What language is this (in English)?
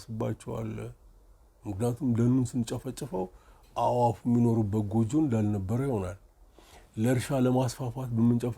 Amharic